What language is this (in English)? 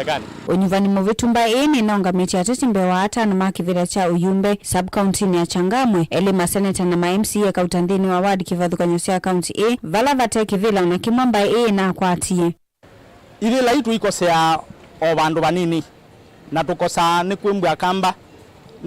Kamba